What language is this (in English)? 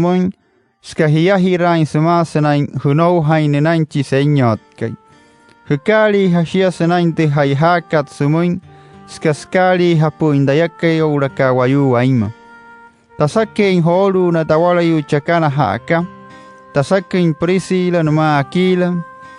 Wayuu